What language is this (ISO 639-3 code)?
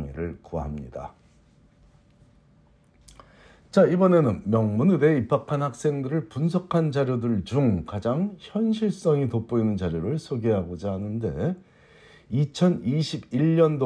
kor